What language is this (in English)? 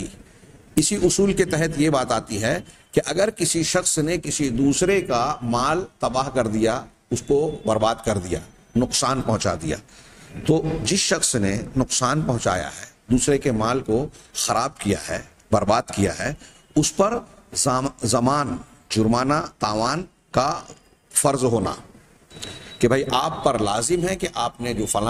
Urdu